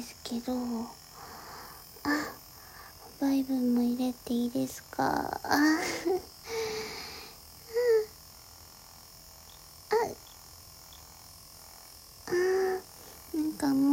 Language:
Japanese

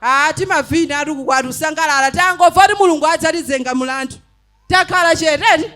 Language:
Nyanja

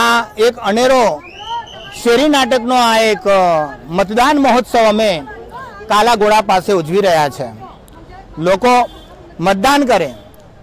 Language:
Gujarati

